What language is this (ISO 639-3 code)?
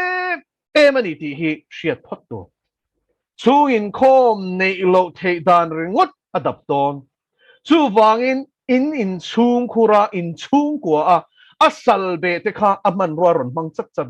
lus